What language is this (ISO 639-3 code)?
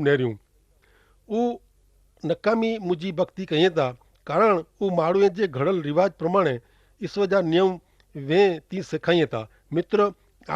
kfr